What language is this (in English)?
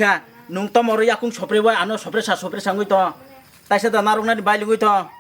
Kok Borok